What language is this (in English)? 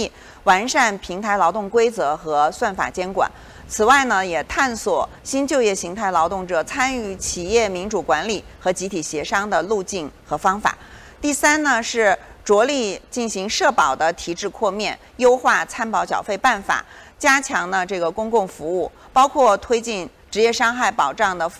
Chinese